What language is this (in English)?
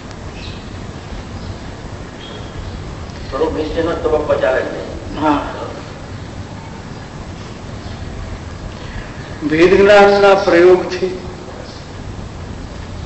Gujarati